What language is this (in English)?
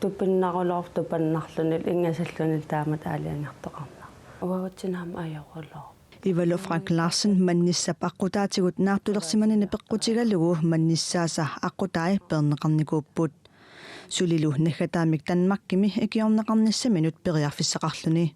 Kalaallisut